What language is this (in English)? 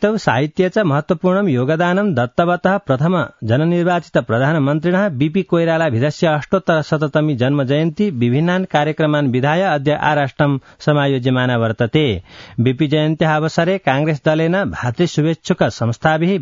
Sanskrit